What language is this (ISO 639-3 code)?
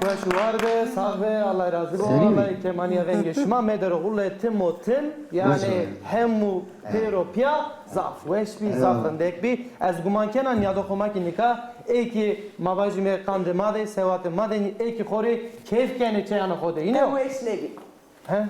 zza